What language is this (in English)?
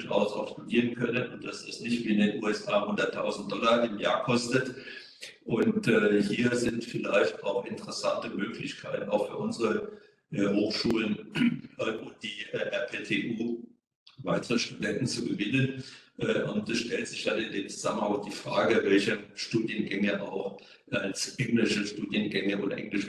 German